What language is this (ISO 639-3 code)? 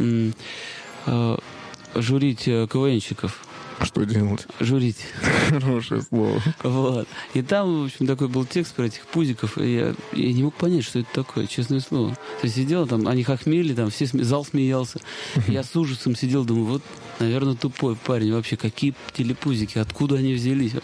rus